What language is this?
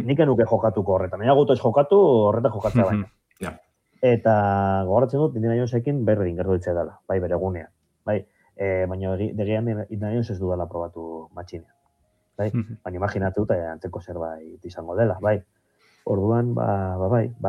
Basque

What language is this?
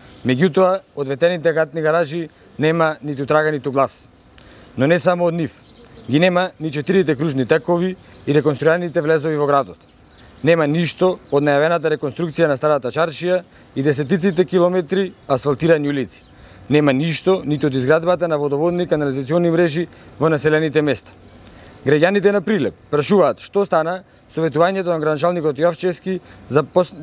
Macedonian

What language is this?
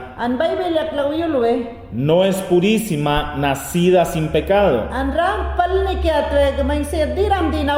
Mayangna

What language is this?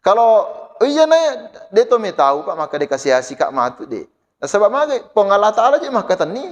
Buginese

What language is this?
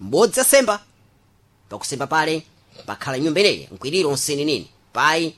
Sena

